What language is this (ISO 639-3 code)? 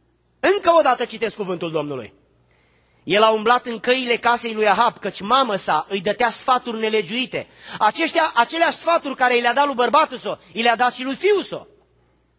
ron